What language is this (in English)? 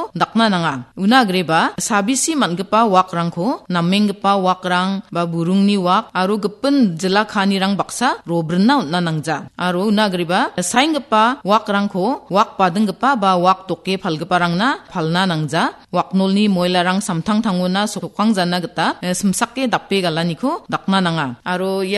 Garo